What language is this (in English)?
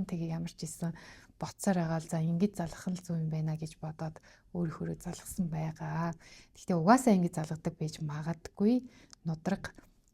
Mongolian